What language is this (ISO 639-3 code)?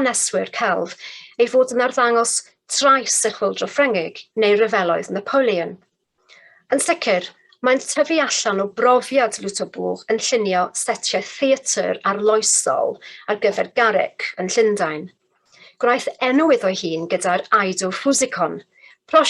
cym